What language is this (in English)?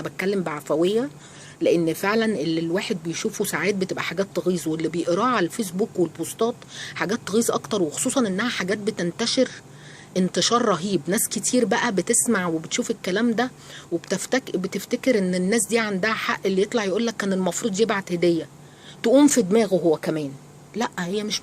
Egyptian Arabic